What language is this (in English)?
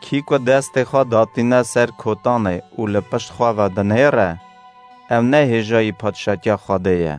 Kurdish